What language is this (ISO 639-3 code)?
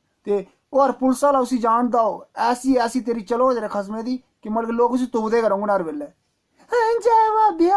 doi